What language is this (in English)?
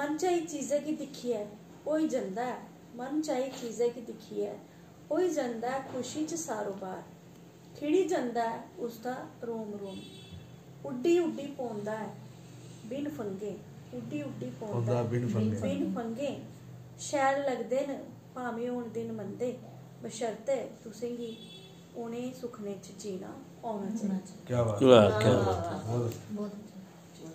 Dogri